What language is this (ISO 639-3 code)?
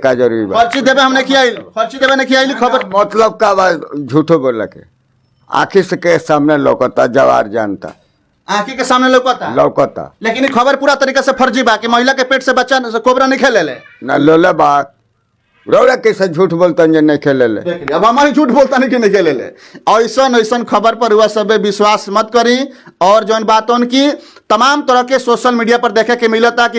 bho